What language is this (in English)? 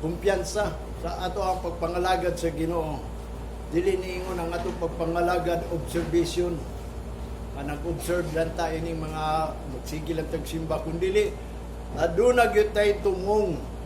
Cebuano